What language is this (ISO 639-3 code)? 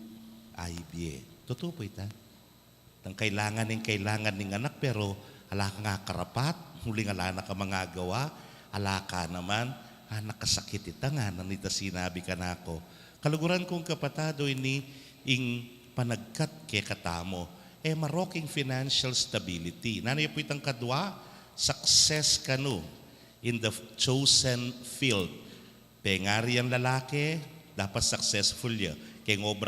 pam